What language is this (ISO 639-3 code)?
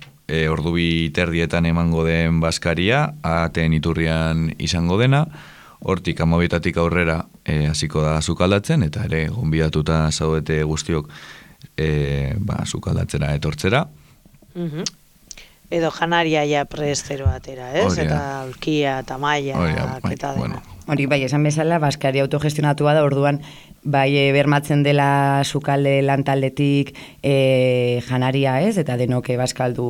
eus